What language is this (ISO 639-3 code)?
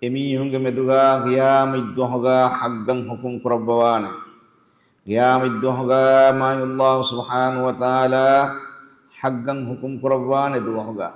div